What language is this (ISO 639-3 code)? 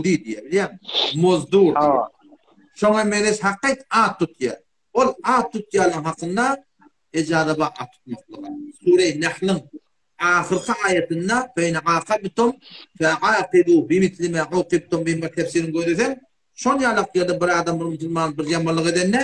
tuk